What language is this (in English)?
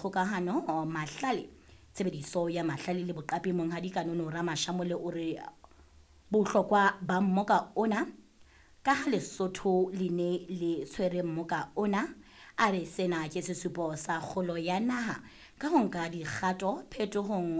Southern Sotho